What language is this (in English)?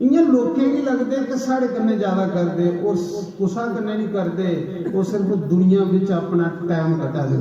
Dogri